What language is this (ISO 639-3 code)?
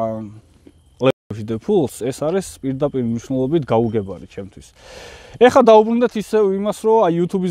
kat